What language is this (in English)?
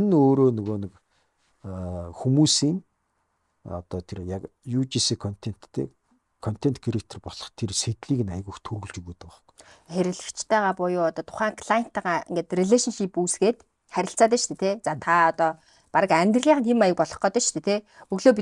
Mongolian